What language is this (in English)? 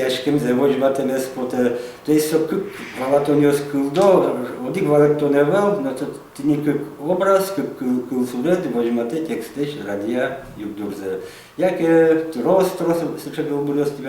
Udmurt